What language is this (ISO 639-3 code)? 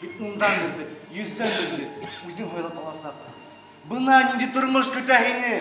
bak